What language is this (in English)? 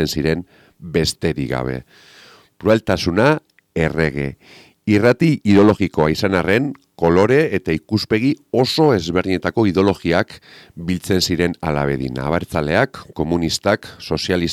Basque